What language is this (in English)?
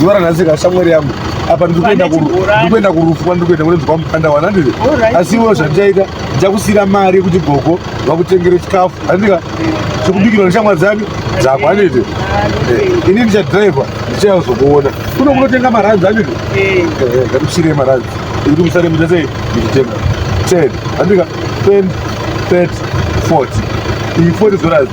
Shona